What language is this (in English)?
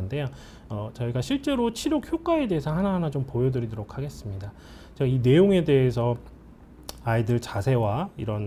Korean